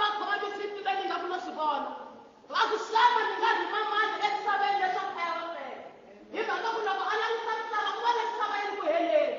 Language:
Tsonga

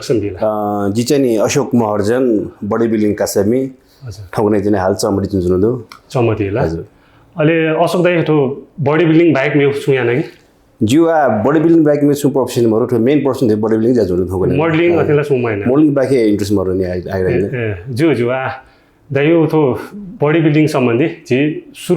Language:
Newari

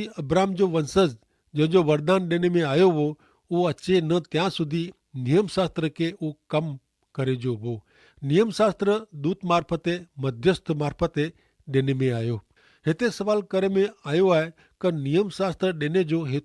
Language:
Kachhi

